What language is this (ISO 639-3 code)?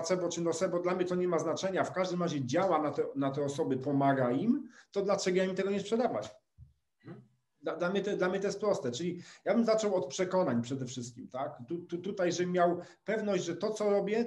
pol